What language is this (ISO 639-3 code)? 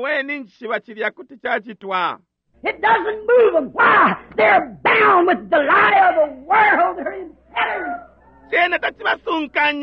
bem